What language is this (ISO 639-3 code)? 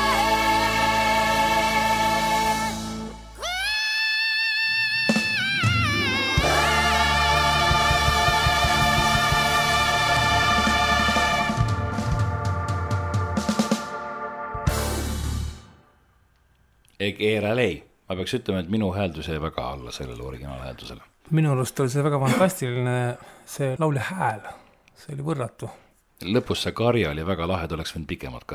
est